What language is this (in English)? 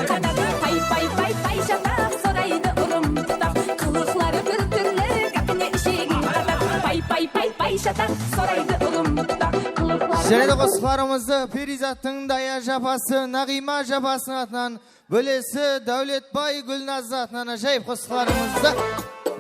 Kara-Kalpak